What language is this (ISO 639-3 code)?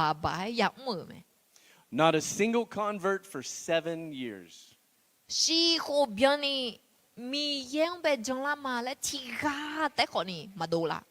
ahk